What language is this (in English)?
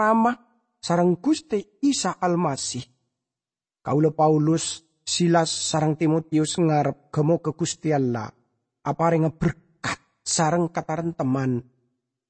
Madurese